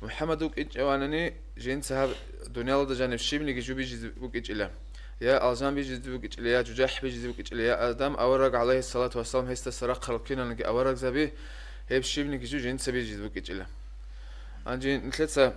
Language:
Avaric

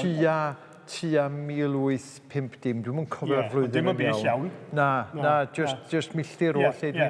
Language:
Welsh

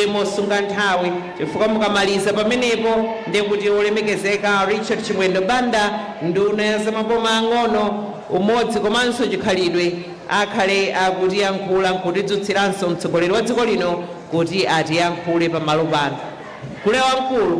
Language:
Nyanja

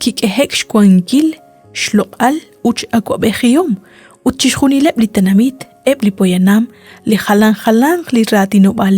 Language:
Kekchí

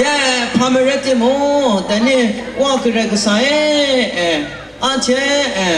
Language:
Kachin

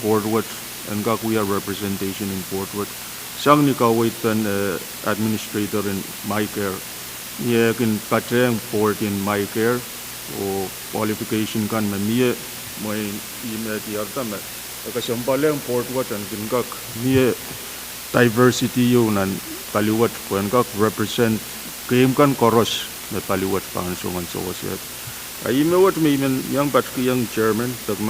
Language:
Pohnpeian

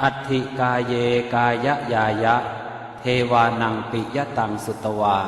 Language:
Pali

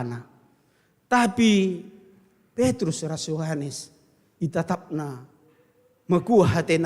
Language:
Batak Karo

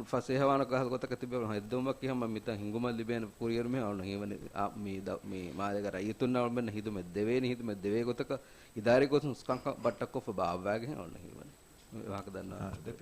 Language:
Divehi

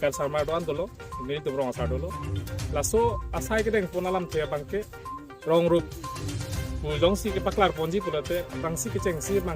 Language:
Karbi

